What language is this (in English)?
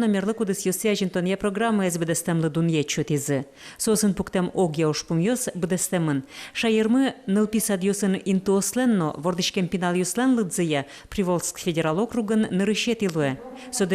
Udmurt